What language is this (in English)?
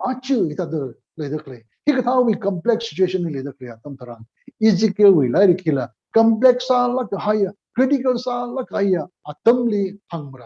Tangkhul Naga (India)